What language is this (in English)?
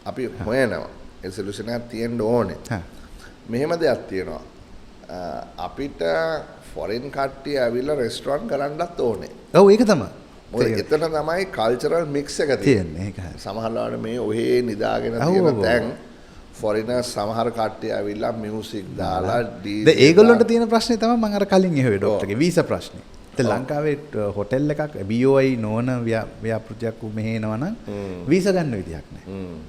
Sinhala